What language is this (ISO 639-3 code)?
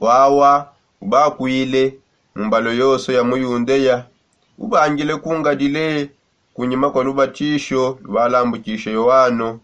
sop